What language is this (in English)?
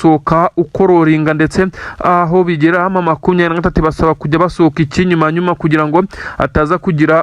Kinyarwanda